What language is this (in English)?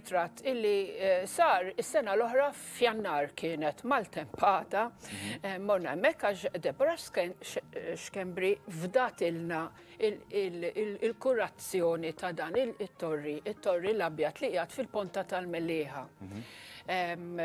Maltese